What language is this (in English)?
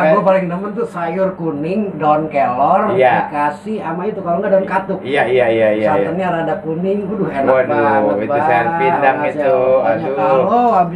Betawi